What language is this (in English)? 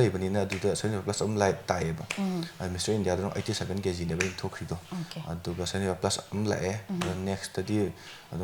Manipuri